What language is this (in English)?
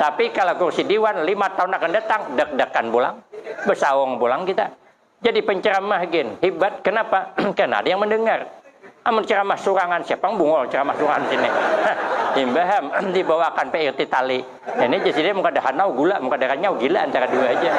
Banjar